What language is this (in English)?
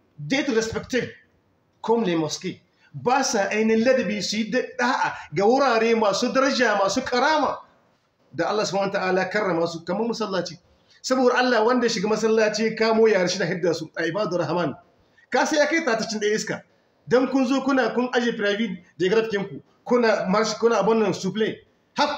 Hausa